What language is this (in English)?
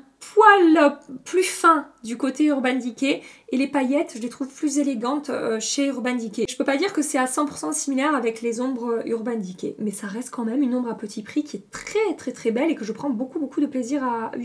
French